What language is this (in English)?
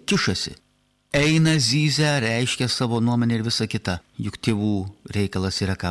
Lithuanian